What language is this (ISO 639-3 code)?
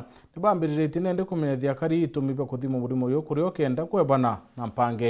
mer